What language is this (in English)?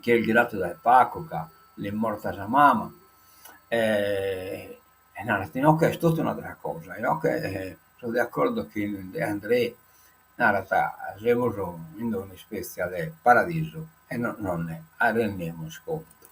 Sardinian